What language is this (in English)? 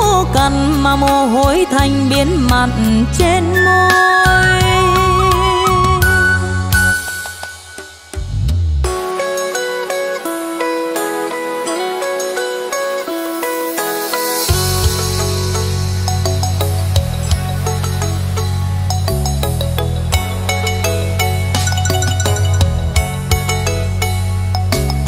Vietnamese